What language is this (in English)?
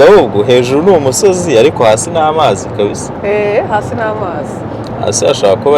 Kinyarwanda